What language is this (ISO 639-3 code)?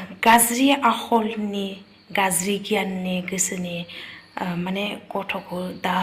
brx